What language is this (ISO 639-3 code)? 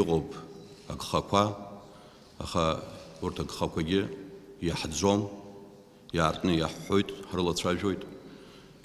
abk